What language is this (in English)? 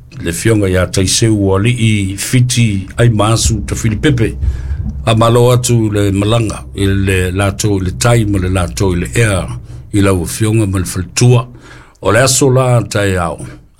Samoan